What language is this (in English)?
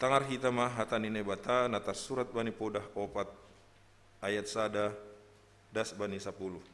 Batak Simalungun